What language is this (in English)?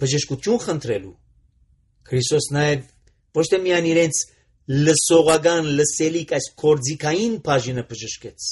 Armenian